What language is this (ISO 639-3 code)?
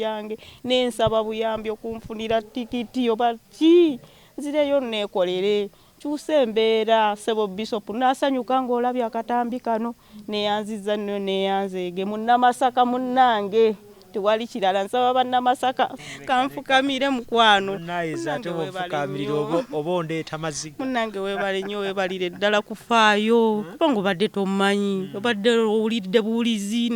lug